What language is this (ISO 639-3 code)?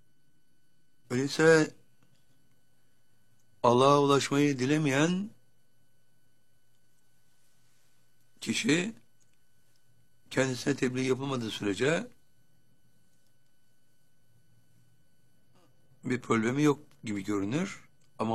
tur